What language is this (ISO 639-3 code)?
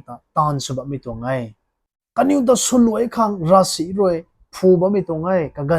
nbu